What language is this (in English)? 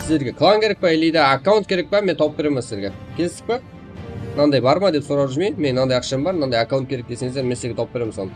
Kara-Kalpak